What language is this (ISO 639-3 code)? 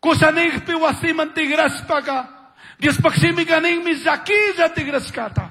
qug